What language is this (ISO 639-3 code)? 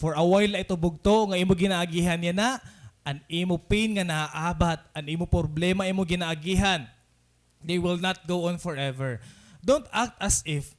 war